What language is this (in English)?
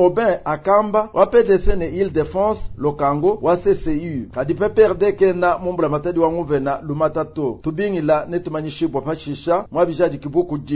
Luba-Lulua